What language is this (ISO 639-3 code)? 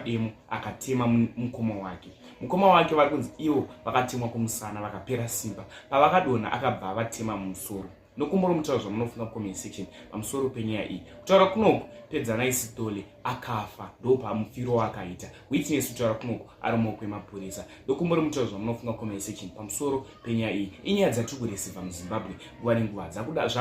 sna